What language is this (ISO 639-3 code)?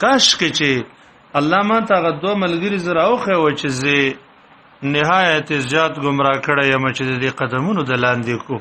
pus